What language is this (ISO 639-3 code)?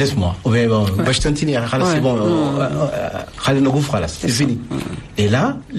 fra